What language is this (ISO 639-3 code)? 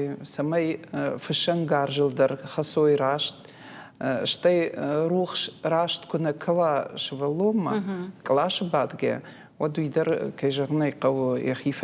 oss